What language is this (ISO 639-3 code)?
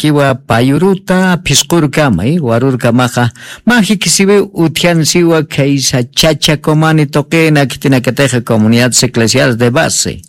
aym